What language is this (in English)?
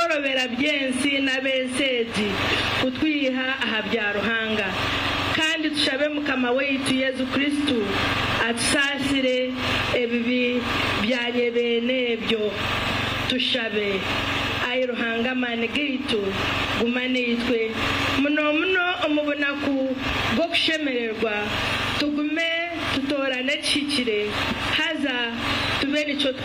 Nyankole